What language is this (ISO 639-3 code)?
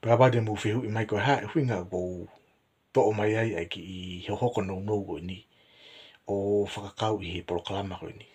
ton